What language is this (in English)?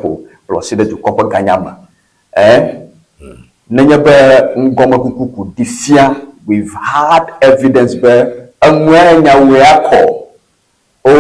Ewe